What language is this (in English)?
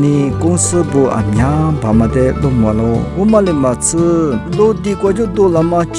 Lisu